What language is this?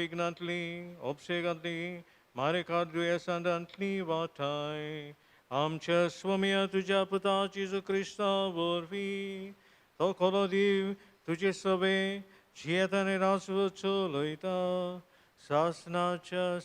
Konkani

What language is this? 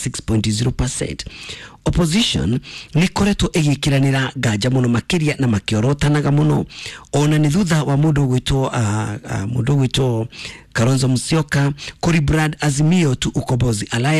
Kikuyu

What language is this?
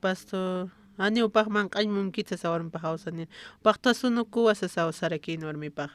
Aymara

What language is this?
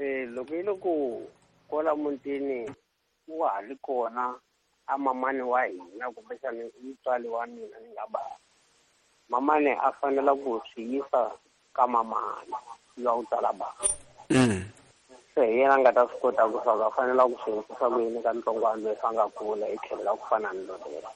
Tsonga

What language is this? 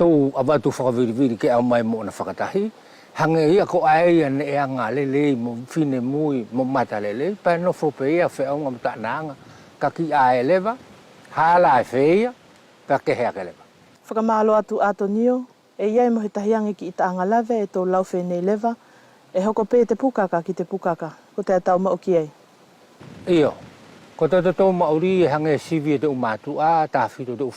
Wallisian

